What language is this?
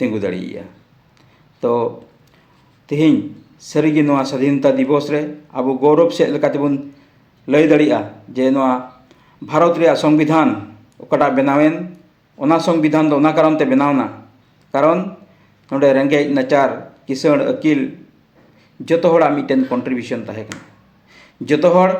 Santali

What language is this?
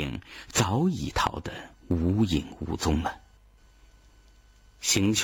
Chinese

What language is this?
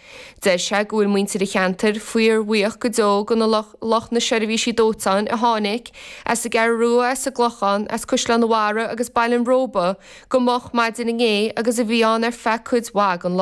Irish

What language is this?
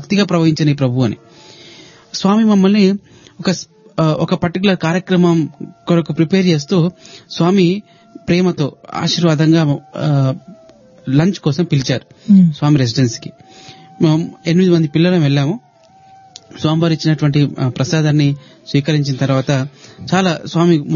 Telugu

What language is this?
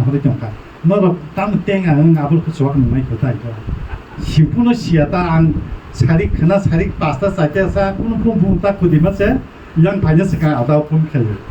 Kok Borok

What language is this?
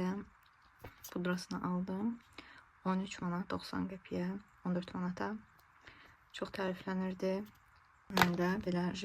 Azerbaijani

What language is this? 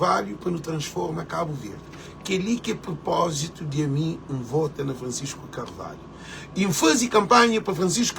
Kabuverdianu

